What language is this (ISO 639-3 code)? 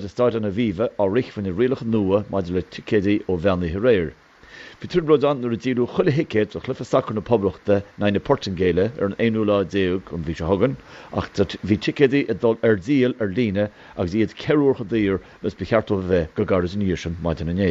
gle